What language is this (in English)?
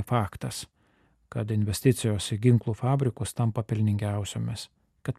Lithuanian